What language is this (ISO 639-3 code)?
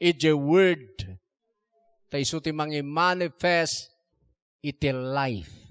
ilo